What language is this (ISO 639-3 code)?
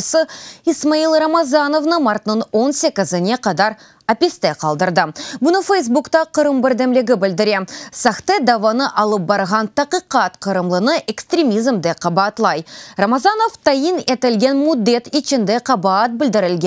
crh